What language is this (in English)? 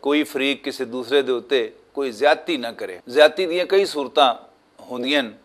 Western Panjabi